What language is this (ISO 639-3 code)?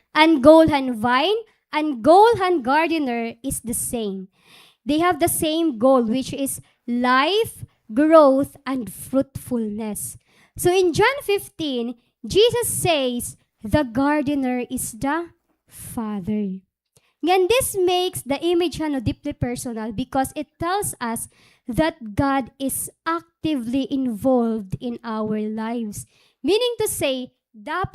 war